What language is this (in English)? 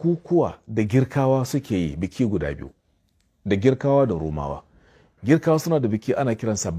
Hausa